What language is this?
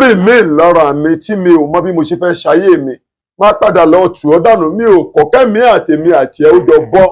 Yoruba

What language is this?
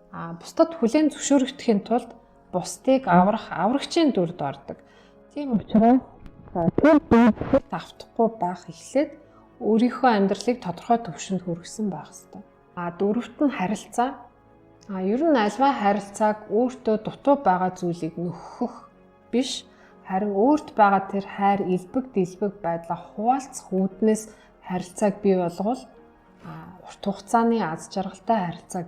Mongolian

